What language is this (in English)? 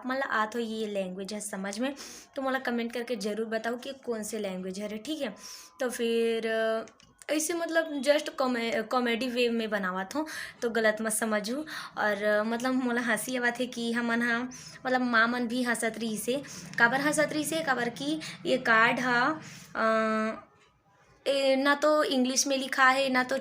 Chhattisgarhi